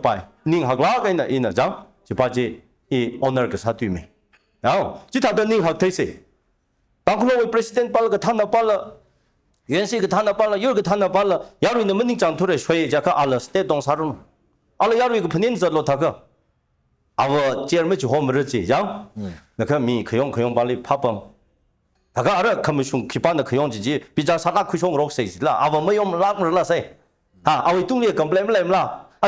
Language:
Tangkhul Naga (India)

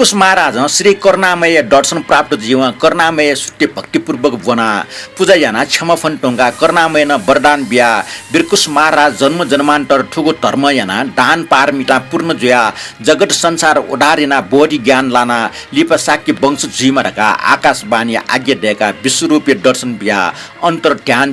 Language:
Newari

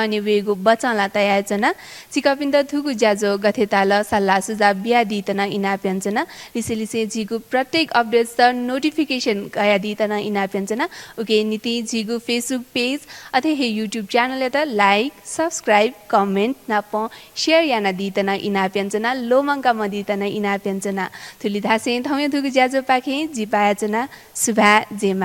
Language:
Newari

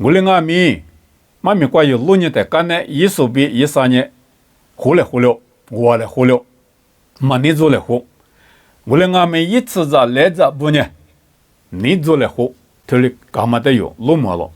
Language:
Lisu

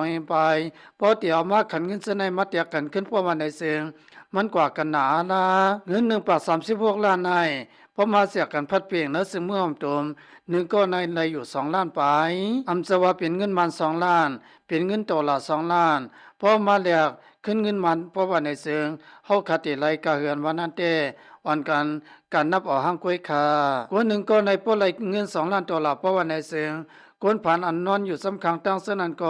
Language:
Lao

